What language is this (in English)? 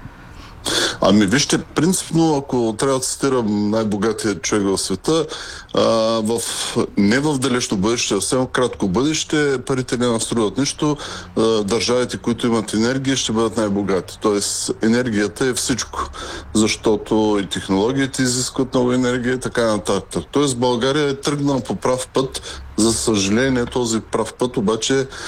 Bulgarian